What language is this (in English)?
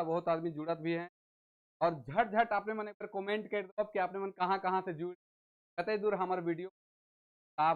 Sadri